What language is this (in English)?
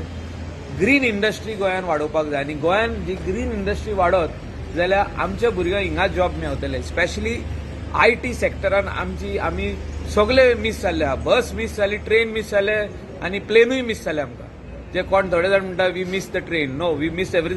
Konkani